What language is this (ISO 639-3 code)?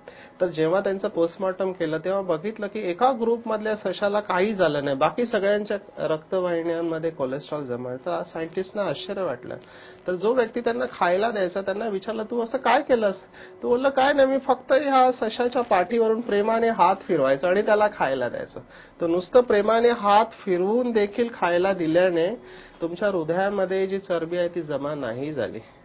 mar